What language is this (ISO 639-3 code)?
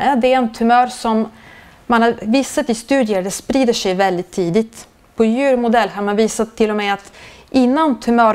swe